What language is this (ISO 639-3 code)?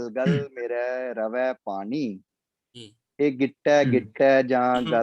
doi